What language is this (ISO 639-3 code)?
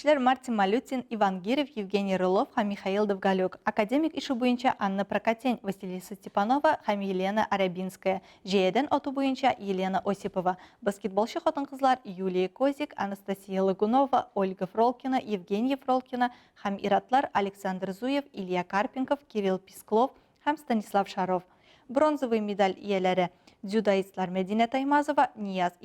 tat